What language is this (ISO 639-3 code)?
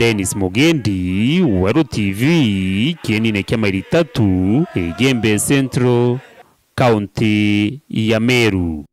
mer